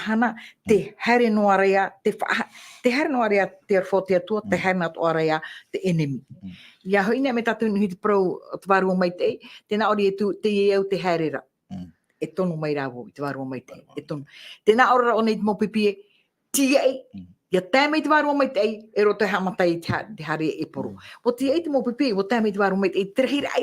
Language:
Tahitian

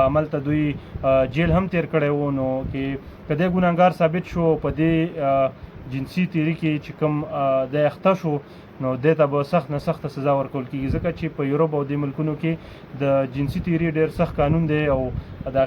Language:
Pashto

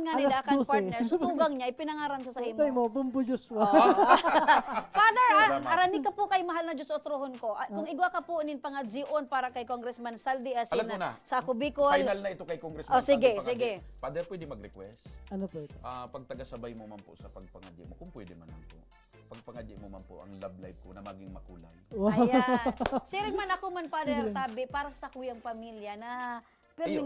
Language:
Bikol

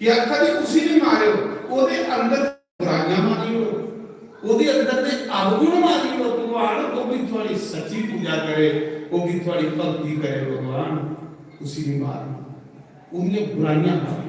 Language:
Dogri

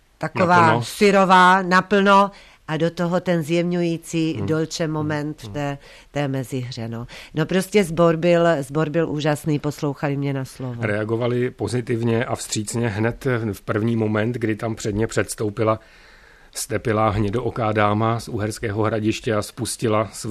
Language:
Czech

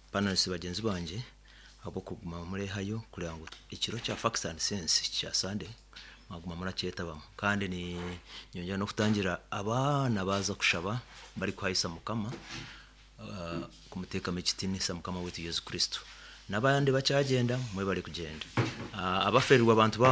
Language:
Nyoro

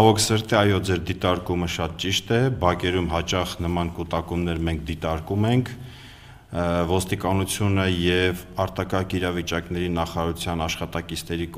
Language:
Armenian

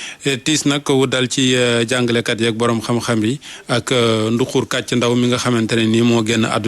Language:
Wolof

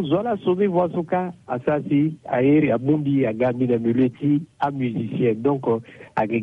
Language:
Sango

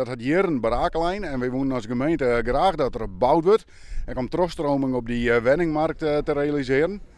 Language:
Western Frisian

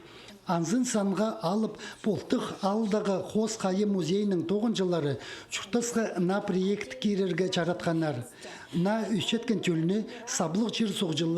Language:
Khakas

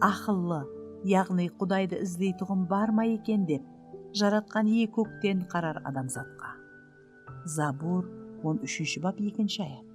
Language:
Kara-Kalpak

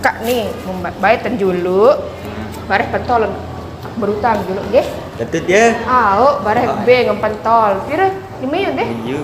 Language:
Sasak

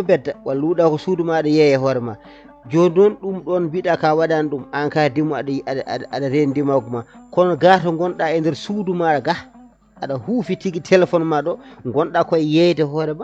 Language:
Fula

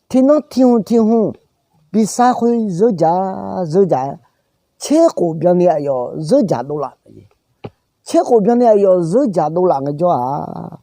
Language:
Akha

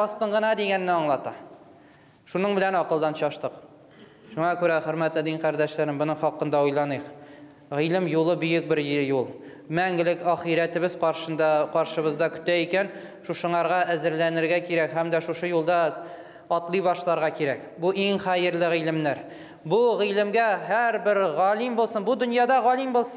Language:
Tatar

